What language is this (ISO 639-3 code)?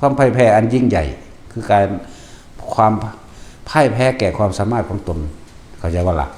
tts